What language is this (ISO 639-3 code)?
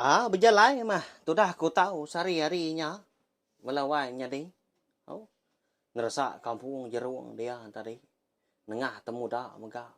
iba